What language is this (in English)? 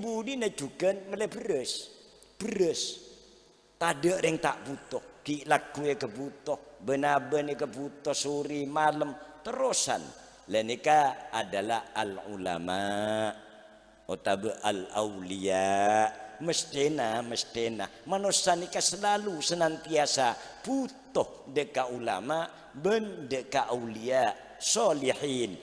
Madurese